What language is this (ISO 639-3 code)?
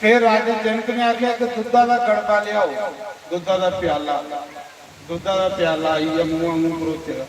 doi